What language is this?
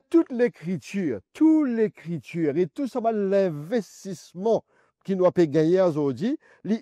Morisyen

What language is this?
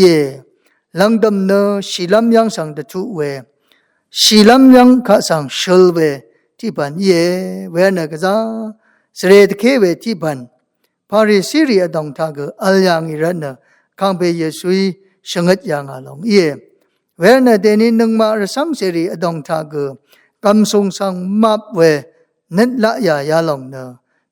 Rawang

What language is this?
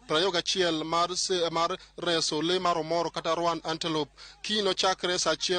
Luo (Kenya and Tanzania)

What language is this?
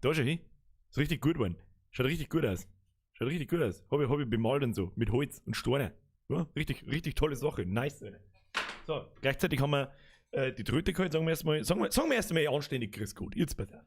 Bavarian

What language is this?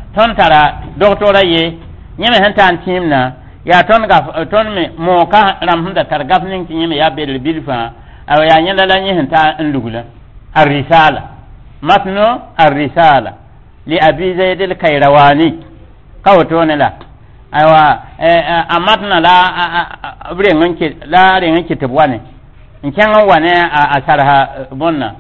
Mossi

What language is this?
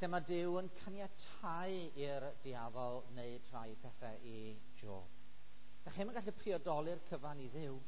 Welsh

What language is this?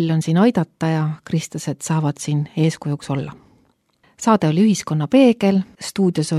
Estonian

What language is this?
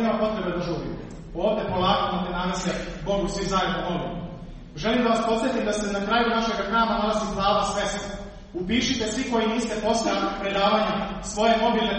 Serbian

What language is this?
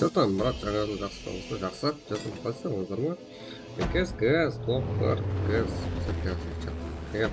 Kara-Kalpak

